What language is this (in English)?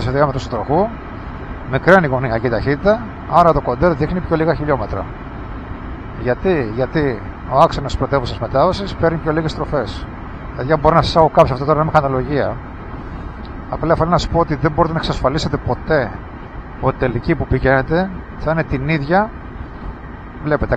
Greek